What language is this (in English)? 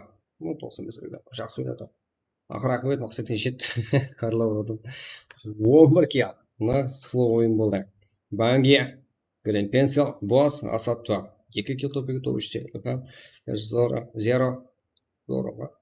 Kara-Kalpak